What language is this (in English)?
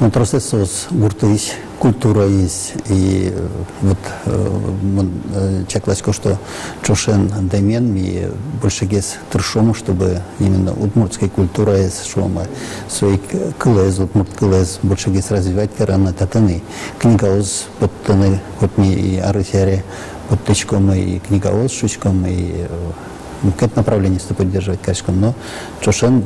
Udmurt